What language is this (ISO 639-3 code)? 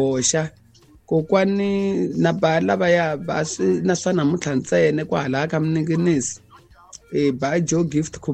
tso